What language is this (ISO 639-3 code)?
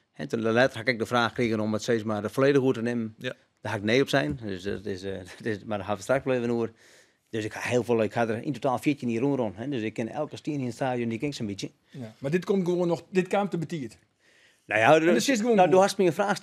fry